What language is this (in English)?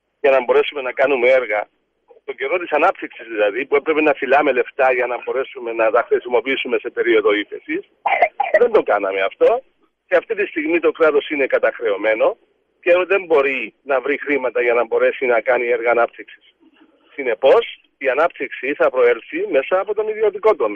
Greek